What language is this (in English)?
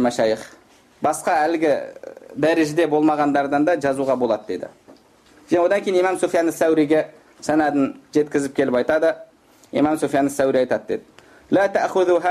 Kazakh